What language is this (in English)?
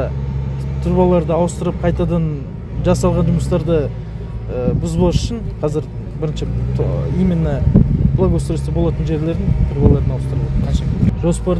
Kazakh